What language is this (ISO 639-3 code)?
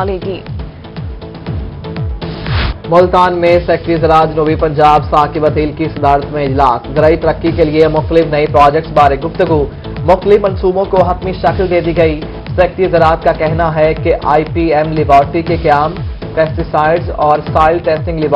urd